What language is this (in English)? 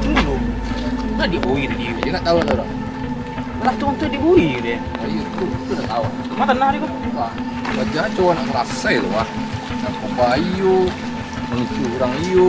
Minangkabau